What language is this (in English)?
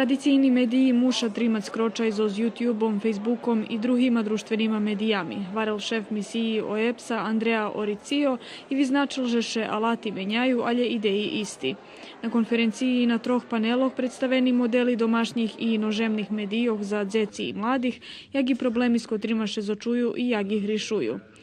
Rusyn